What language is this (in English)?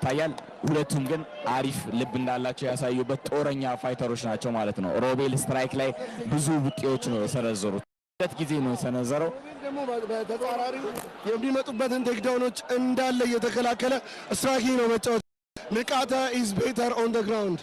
Amharic